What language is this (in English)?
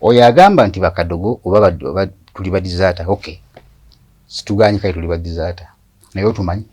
Ganda